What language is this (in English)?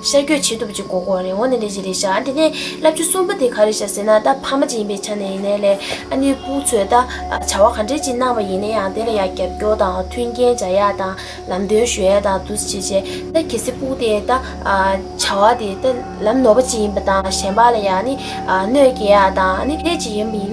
Tibetan